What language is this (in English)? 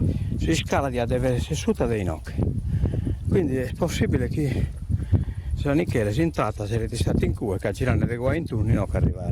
Sardinian